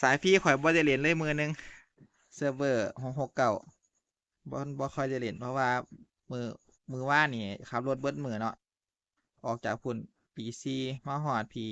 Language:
Northeastern Thai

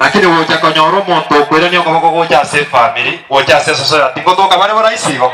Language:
Gusii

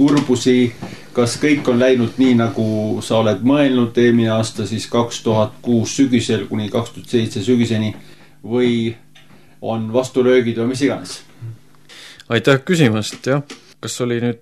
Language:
Estonian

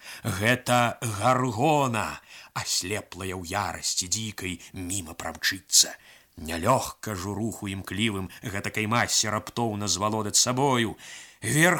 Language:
Belarusian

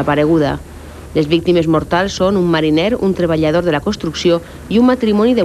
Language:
Catalan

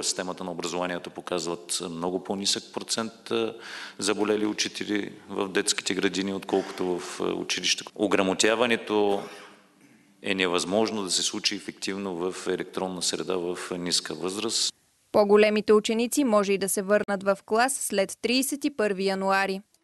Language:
Bulgarian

